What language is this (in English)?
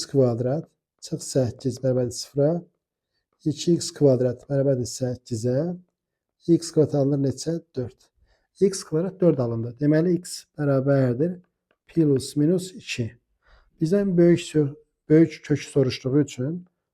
Azerbaijani